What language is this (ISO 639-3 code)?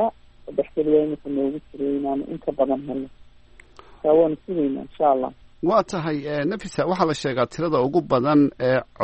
som